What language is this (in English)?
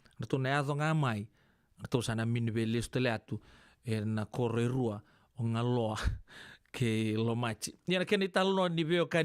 Fijian